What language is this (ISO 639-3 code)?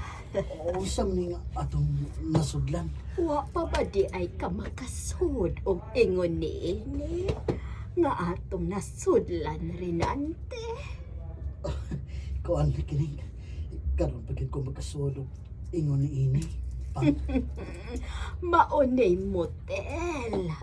ceb